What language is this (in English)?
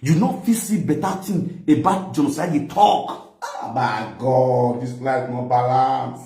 Nigerian Pidgin